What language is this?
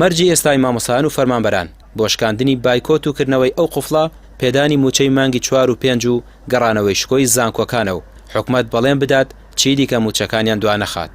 Central Kurdish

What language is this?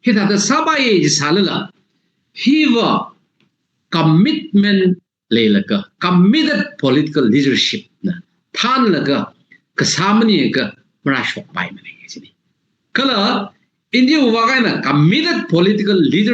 Tangkhul Naga (India)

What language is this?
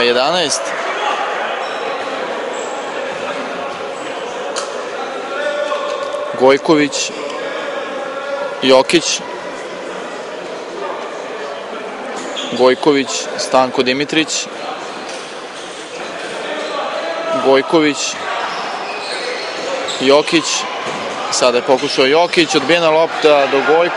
Serbian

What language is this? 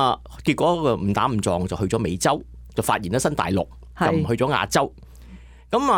Cantonese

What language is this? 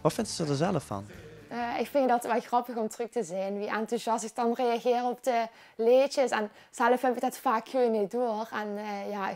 Limburgish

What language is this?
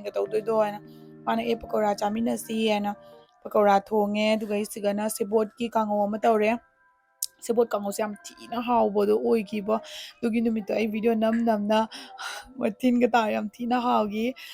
Manipuri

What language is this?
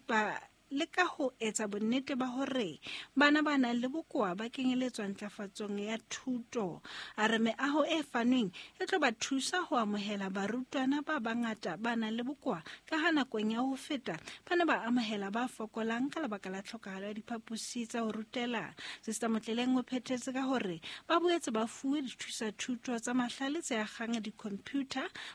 Southern Sotho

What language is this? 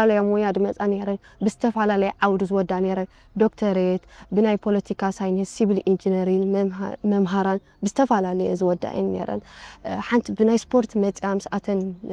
Tigrinya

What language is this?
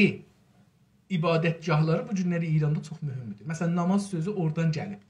South Azerbaijani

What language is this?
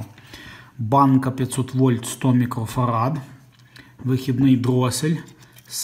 Ukrainian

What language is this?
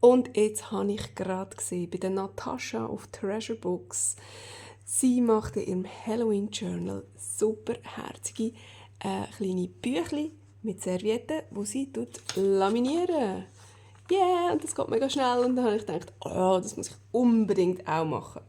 Swiss German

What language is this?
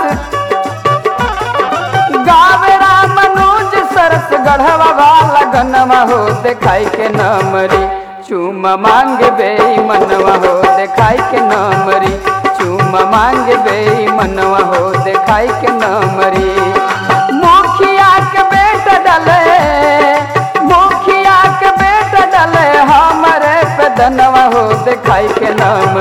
Bhojpuri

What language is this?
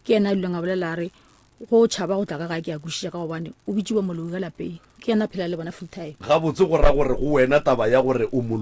Northern Sotho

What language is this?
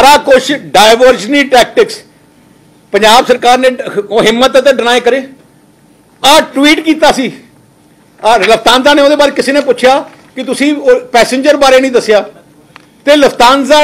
Punjabi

